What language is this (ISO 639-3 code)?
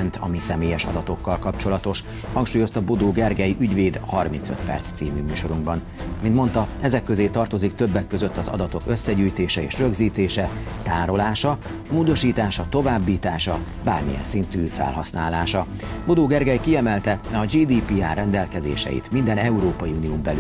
hun